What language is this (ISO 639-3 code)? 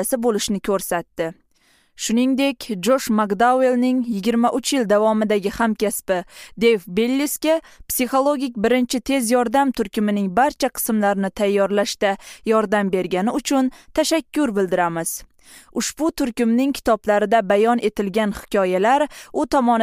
tat